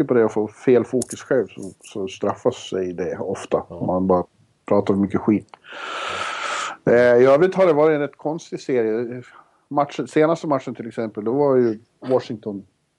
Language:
Swedish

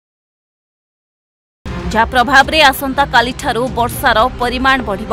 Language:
Odia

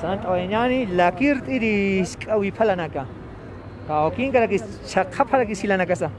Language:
Aymara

